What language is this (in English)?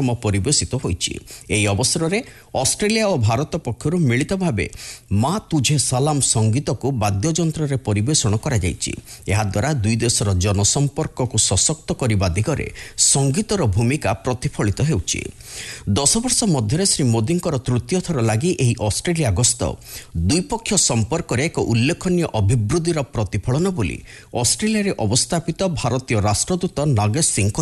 Odia